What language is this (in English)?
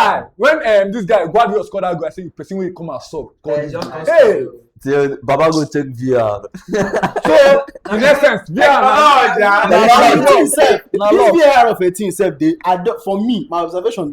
Nigerian Pidgin